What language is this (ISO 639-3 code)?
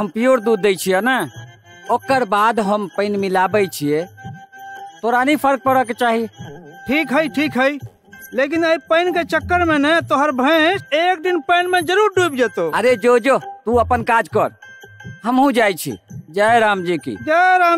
mai